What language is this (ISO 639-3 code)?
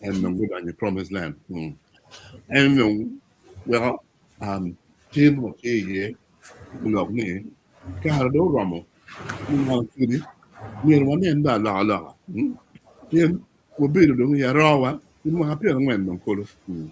ach